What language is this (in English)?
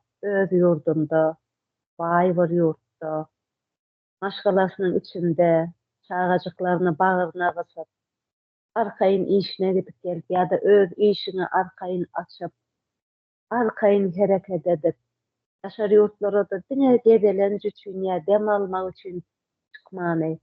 Turkmen